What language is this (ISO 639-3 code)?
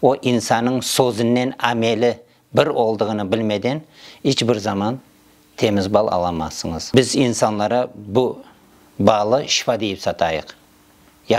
crh